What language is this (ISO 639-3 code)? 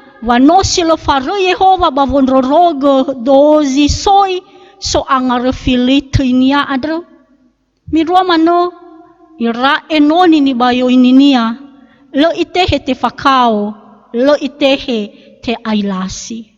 nia